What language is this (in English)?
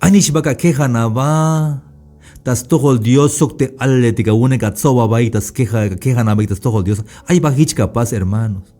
Tzeltal